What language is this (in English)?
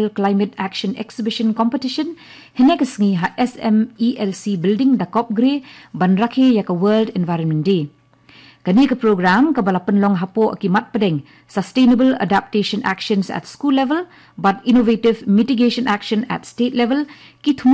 Khasi